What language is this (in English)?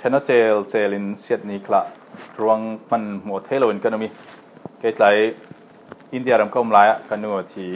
Falam Chin